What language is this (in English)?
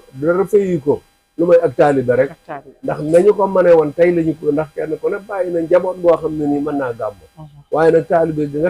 Wolof